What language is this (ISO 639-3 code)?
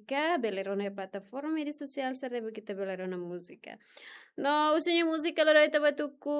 tet